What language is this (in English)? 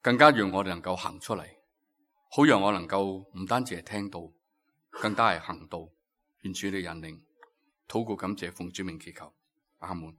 Cantonese